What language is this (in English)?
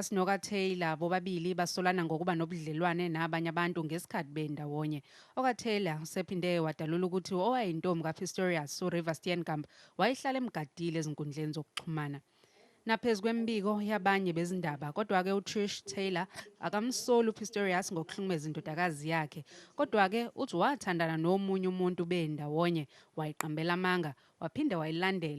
Zulu